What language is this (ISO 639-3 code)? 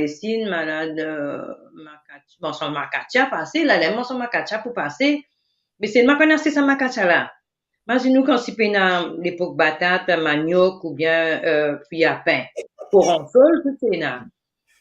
mfe